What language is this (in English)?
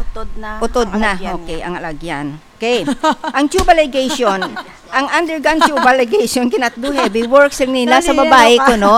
Hiligaynon